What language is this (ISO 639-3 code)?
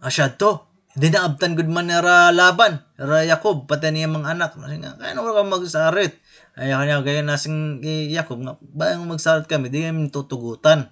war